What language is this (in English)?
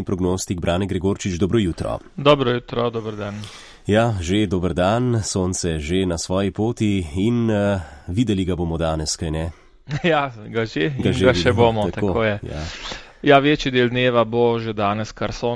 Slovenian